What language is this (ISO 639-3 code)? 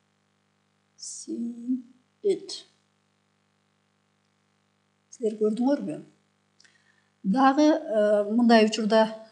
kir